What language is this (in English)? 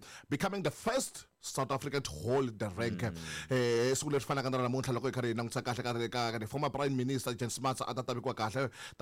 Tsonga